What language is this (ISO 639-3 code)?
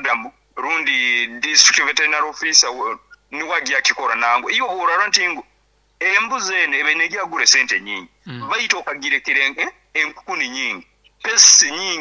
nyn